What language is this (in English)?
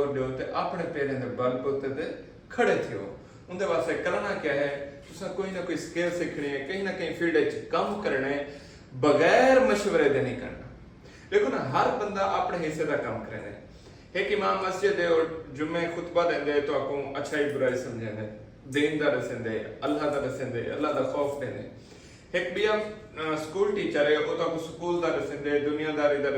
Saraiki